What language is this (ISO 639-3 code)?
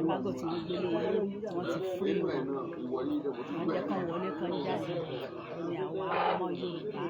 yor